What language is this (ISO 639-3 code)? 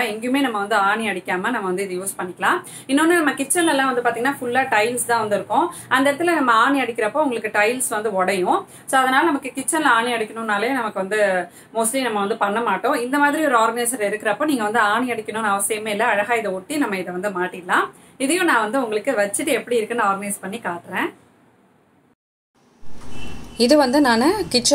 tam